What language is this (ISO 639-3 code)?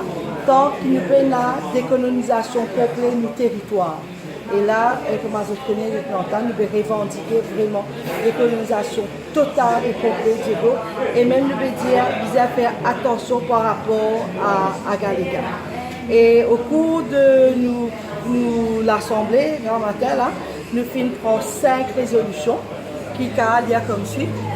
mfe